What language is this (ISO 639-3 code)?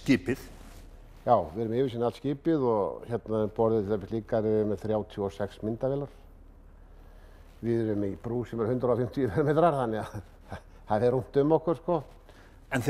isl